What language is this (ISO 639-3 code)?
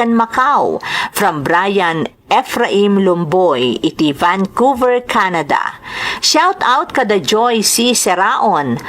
ilo